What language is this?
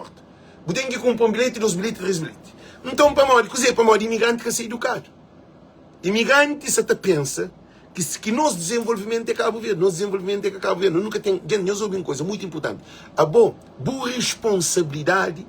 Kabuverdianu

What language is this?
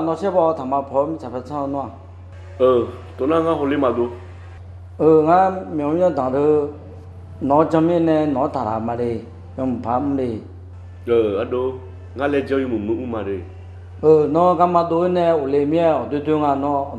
Akha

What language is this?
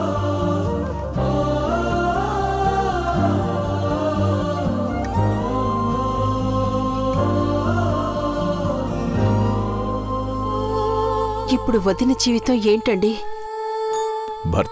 Telugu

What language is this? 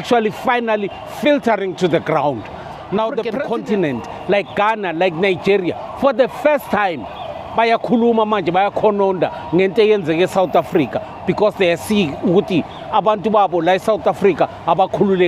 Zulu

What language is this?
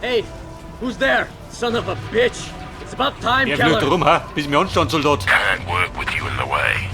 Bavarian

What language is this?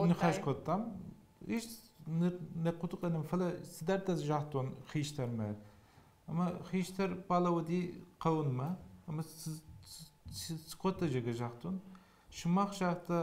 Ossetic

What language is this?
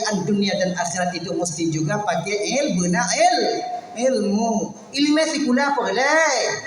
Achinese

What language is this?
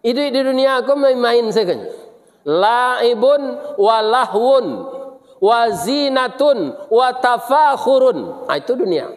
Minangkabau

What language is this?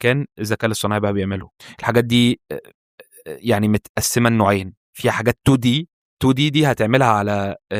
Egyptian Arabic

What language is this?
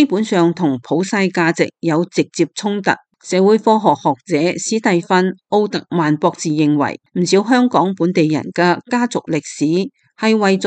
Cantonese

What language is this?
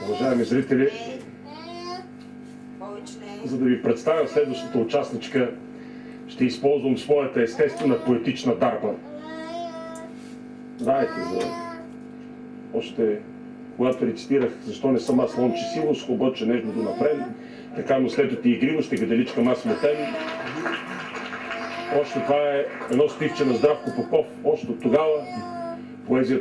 Bulgarian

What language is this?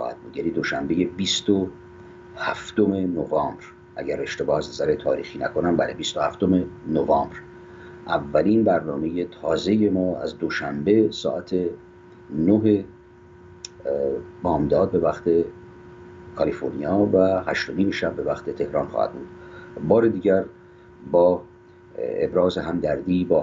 Persian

